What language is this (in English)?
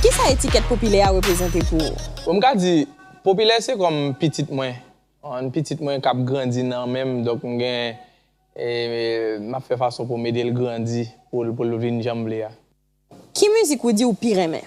Haitian Creole